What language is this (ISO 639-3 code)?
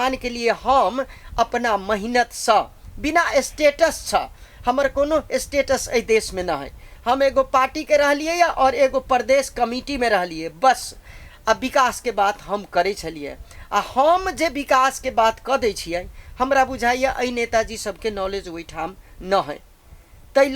mai